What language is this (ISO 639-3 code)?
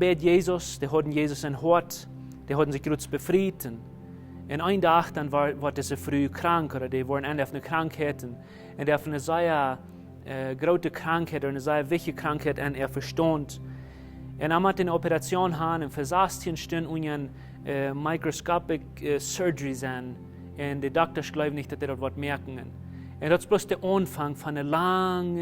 pdt